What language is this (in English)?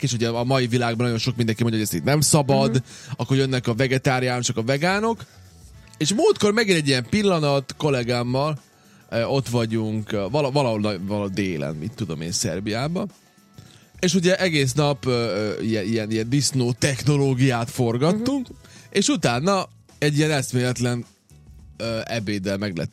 Hungarian